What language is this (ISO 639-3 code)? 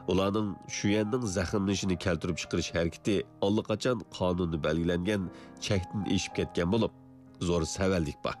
uig